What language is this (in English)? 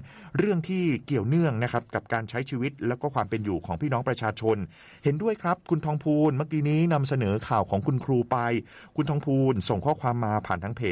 Thai